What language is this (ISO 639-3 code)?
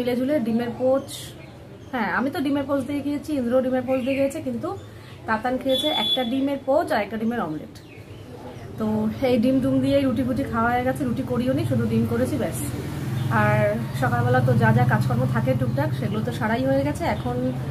ben